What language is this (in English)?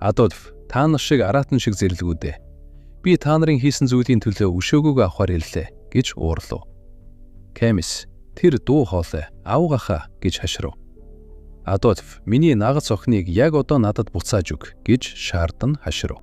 Mongolian